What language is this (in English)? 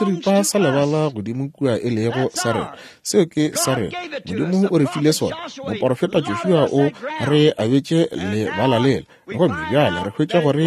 Northern Sotho